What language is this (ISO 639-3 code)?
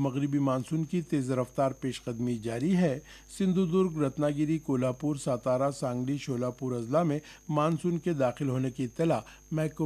urd